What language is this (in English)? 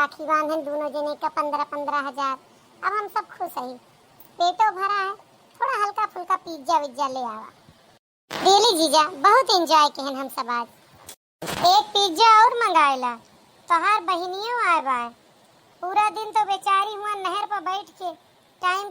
Awadhi